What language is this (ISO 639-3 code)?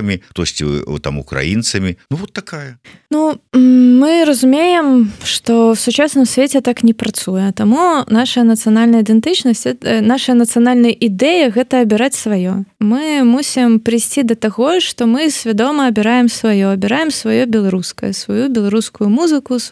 bel